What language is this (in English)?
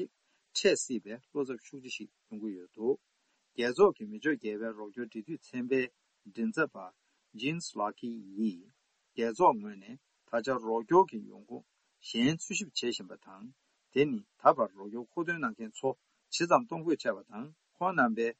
Tibetan